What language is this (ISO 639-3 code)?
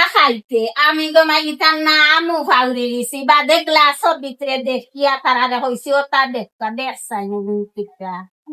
syl